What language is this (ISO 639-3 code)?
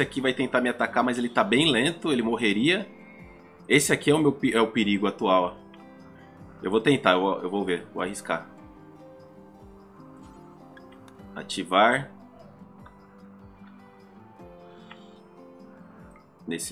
por